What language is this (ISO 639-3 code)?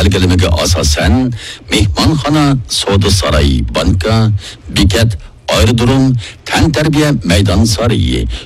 uig